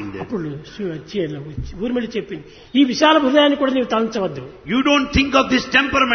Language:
Telugu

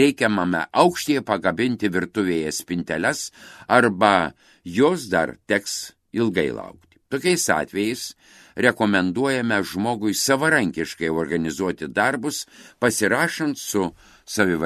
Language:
Lithuanian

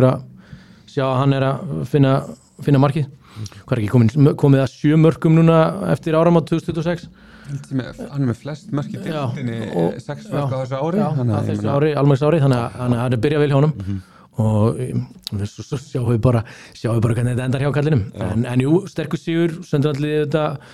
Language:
Icelandic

